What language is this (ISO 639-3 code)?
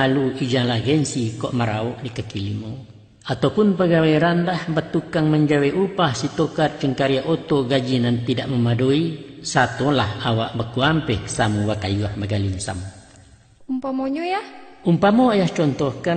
min